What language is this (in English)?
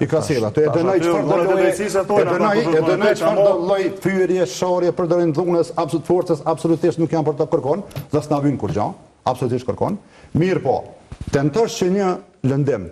Albanian